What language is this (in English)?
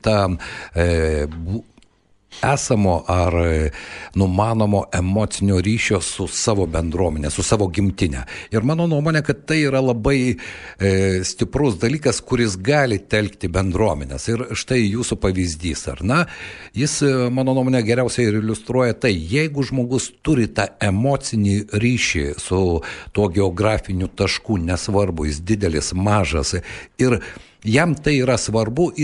Lithuanian